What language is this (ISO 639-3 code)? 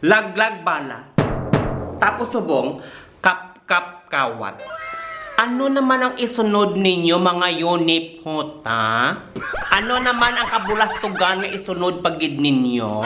hil